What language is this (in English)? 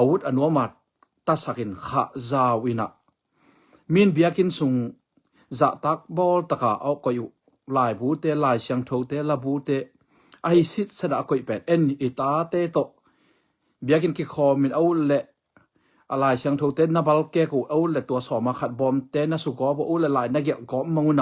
Tedim Chin